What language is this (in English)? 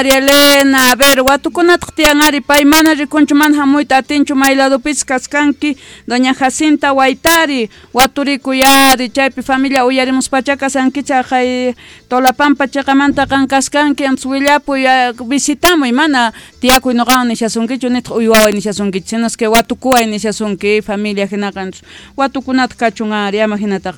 Quechua